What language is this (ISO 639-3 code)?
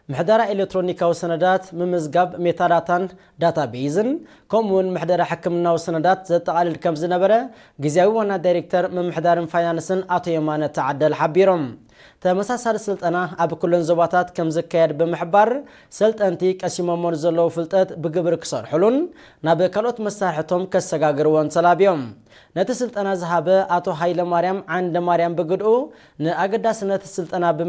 tir